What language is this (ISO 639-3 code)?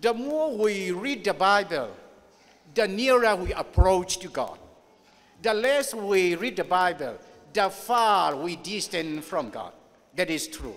ctd